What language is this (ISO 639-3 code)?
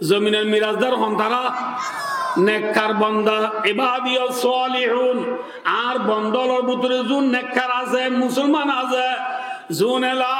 rhg